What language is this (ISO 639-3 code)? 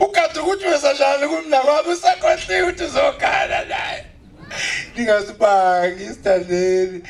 zul